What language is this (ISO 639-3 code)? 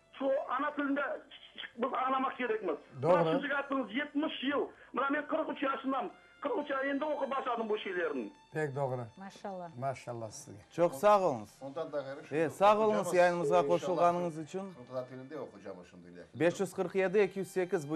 crh